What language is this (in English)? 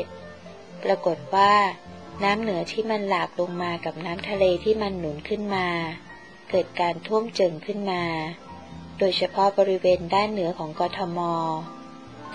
Thai